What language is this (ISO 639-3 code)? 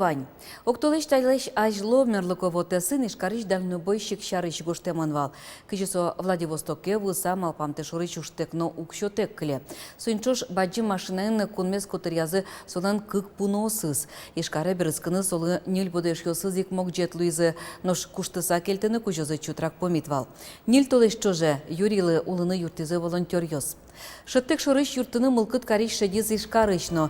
udm